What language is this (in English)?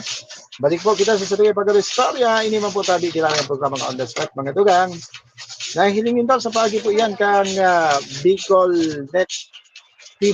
Bikol